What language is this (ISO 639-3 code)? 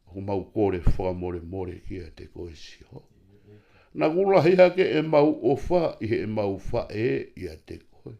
ton